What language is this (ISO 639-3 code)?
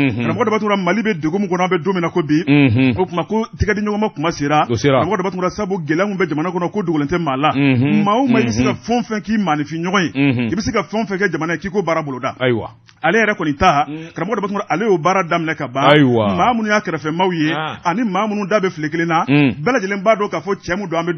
bam